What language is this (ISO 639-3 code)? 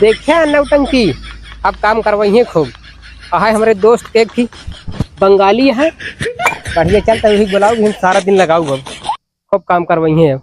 awa